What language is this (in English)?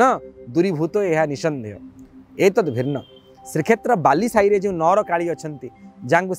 Odia